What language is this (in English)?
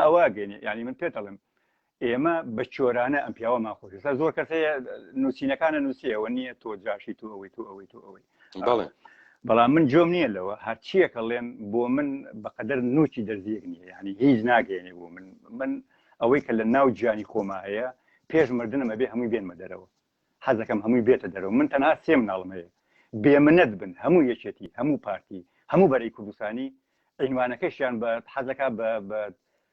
Central Kurdish